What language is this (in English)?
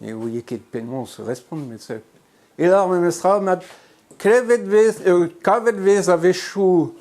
Breton